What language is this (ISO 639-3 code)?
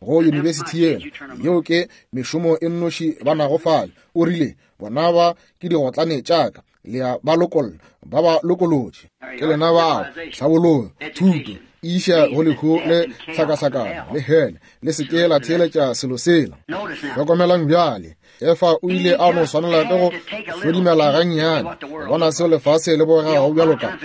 nso